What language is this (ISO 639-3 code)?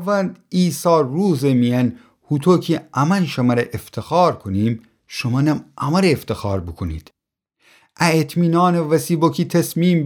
glk